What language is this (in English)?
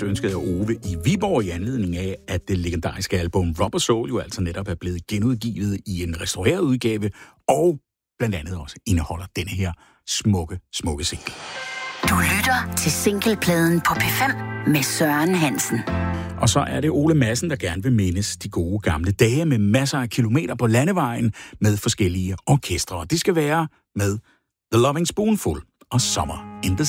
Danish